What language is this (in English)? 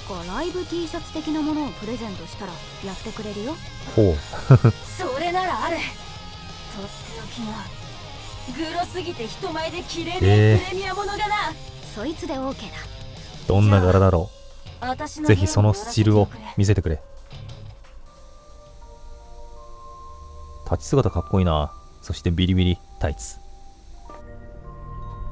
Japanese